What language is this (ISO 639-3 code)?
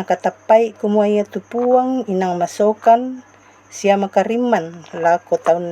sda